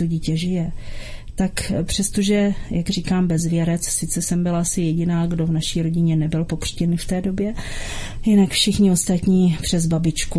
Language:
Czech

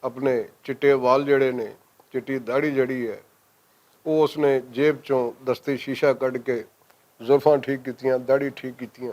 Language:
Western Panjabi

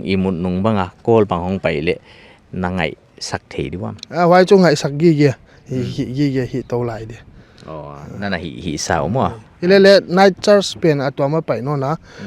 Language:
Paite Chin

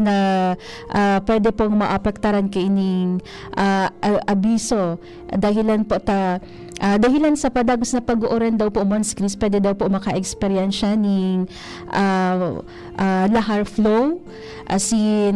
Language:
Bikol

